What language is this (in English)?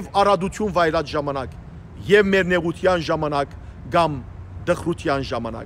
Western Armenian